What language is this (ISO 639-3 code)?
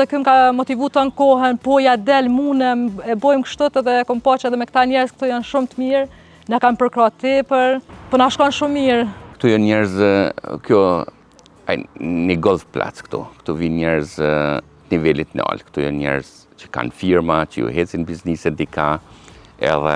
sqi